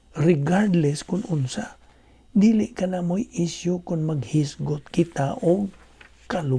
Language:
Cebuano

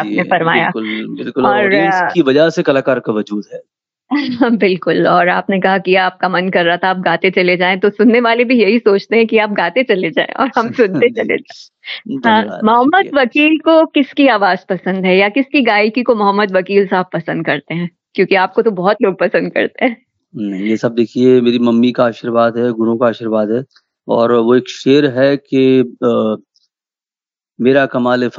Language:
Hindi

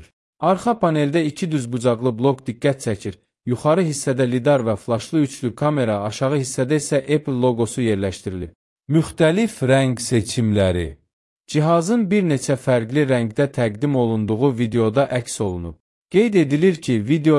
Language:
Azerbaijani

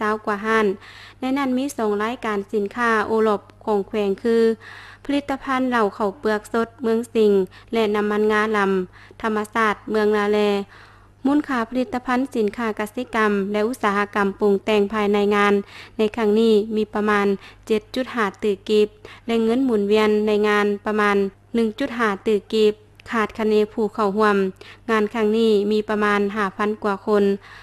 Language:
Lao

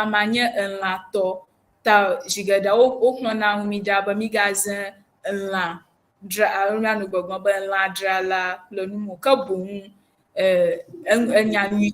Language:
Ewe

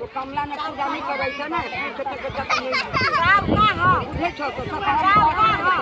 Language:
Maithili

